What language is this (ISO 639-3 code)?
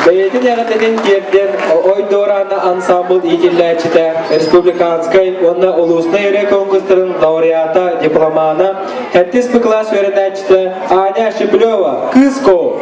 sah